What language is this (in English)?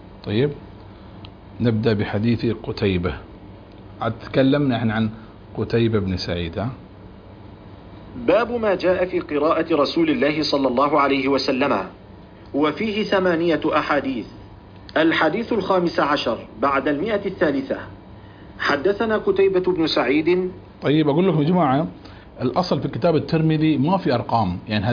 Arabic